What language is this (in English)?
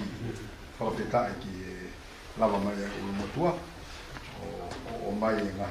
Tongan